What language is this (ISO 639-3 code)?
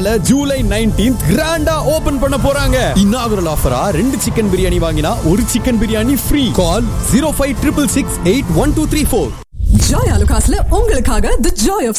tam